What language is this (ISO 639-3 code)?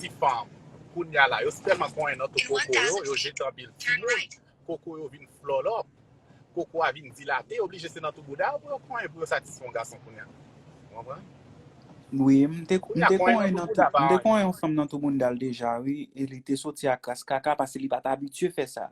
hat